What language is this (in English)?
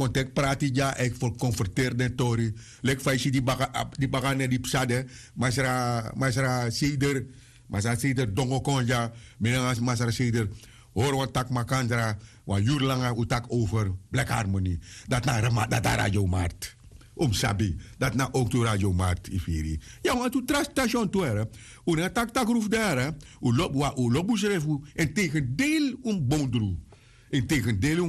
Sranan Tongo